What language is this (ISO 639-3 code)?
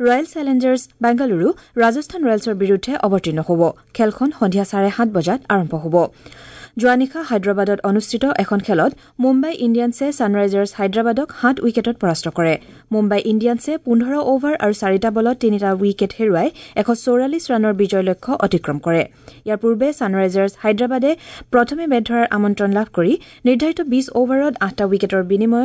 asm